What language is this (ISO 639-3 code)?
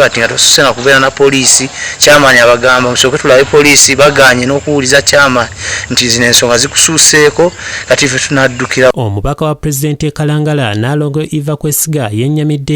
lug